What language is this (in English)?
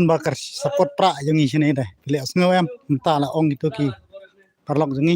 Khasi